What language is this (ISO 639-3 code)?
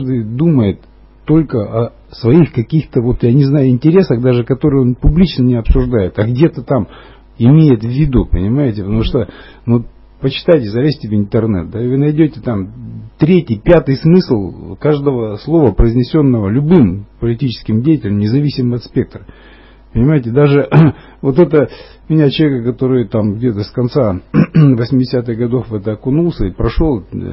rus